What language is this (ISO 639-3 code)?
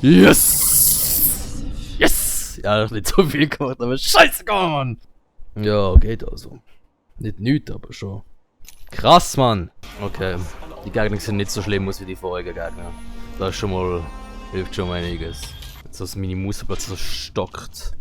gsw